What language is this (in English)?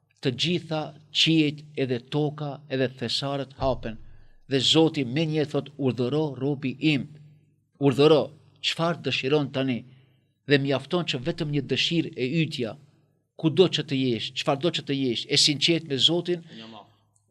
Albanian